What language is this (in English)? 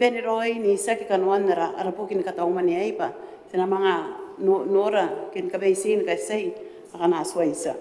Gilbertese